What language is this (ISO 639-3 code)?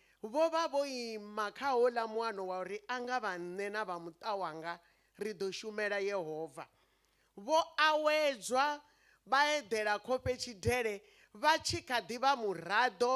ven